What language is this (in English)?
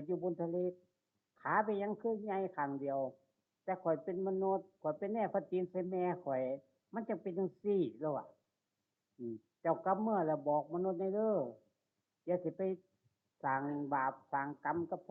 Northeastern Thai